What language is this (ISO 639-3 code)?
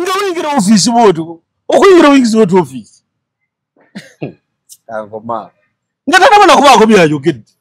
lug